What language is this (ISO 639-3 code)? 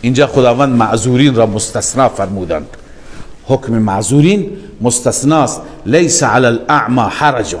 fas